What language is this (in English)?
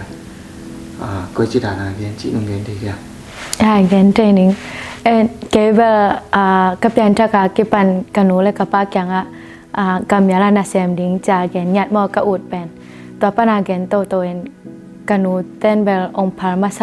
Tedim Chin